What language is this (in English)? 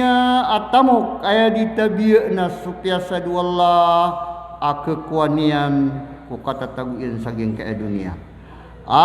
Maranao